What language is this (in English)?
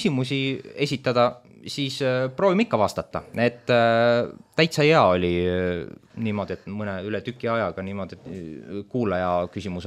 Estonian